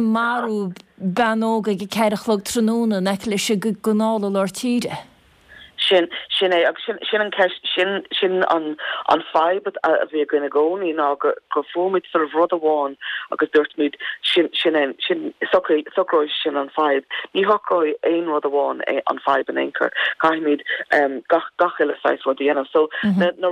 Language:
Irish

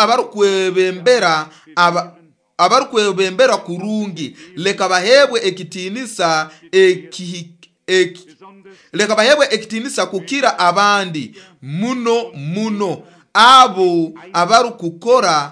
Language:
Nyoro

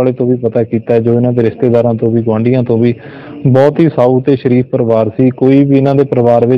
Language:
Punjabi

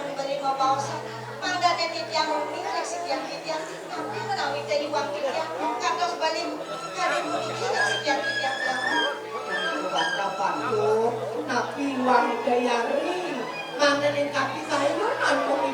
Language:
Balinese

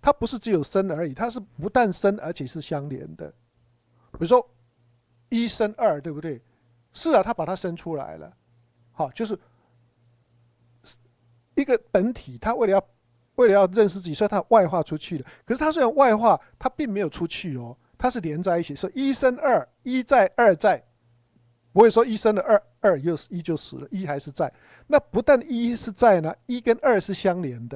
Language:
Chinese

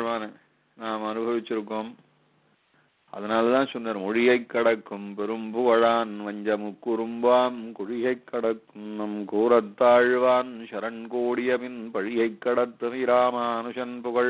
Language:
Tamil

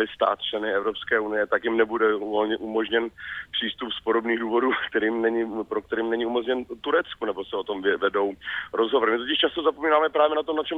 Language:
Czech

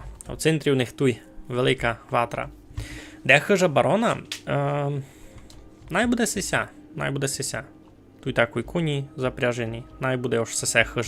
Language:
Rusyn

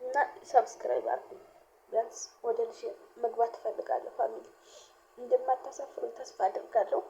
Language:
Amharic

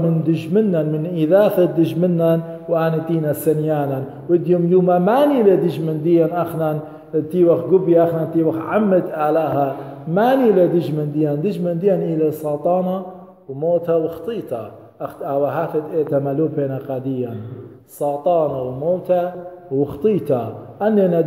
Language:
Assyrian Neo-Aramaic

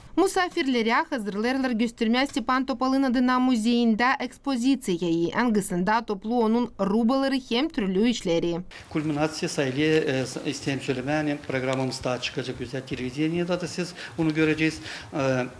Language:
Gagauz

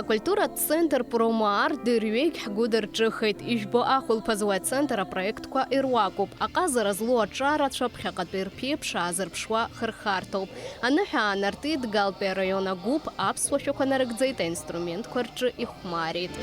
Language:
Abkhazian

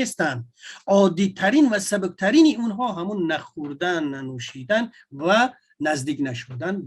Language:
Tajik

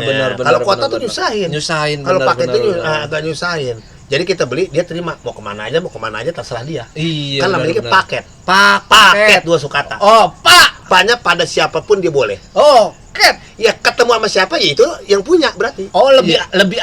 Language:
Betawi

